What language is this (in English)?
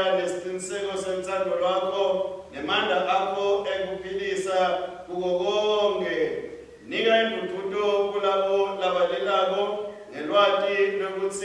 Swati